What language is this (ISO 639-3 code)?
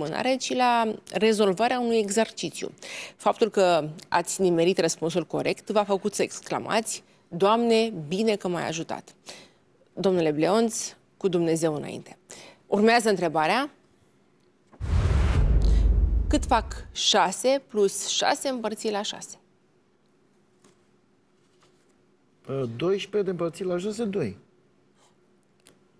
ron